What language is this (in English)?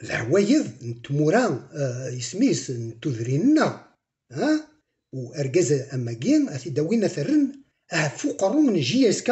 Kabyle